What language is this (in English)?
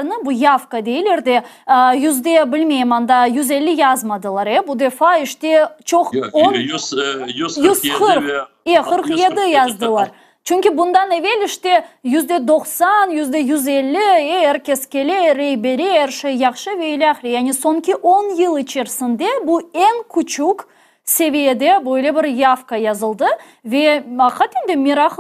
Crimean Tatar